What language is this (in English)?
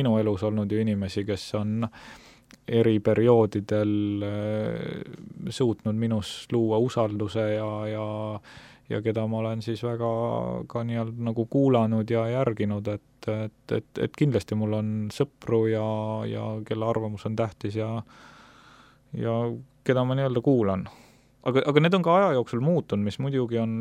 Estonian